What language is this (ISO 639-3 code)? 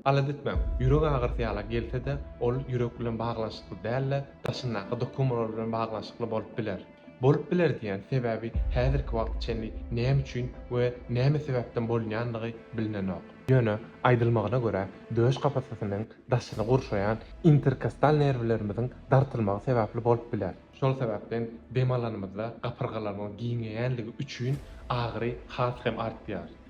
tuk